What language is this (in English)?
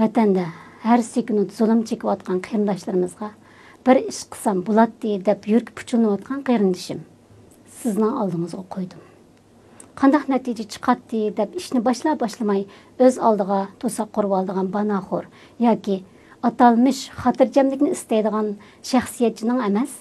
Uyghur